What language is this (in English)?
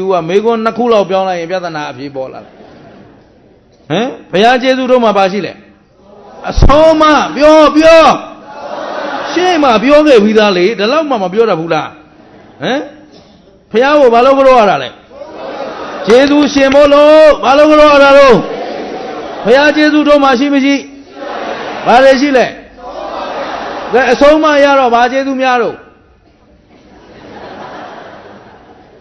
Burmese